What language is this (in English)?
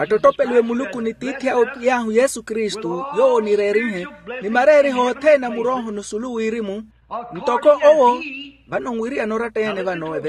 Makhuwa